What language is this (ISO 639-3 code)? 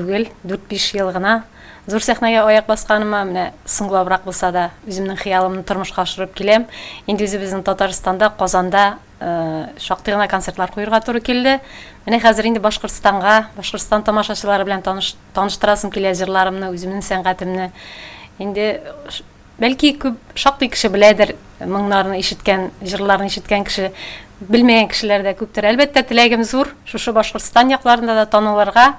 tat